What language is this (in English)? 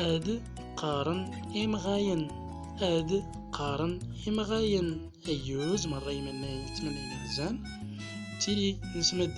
Central Atlas Tamazight